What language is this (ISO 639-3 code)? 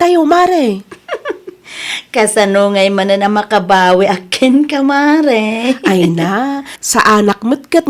ilo